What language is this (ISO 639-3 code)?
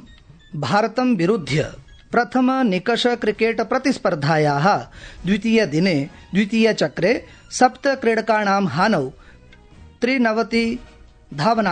san